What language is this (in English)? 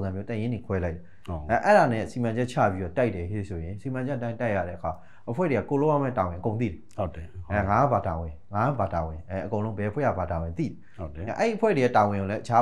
Burmese